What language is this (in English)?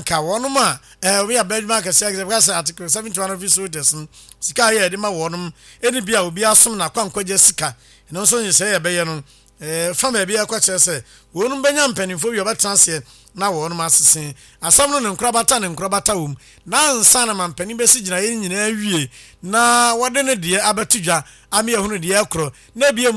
Akan